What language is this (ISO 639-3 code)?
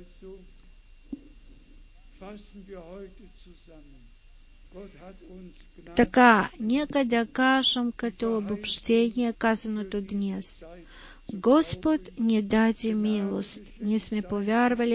bul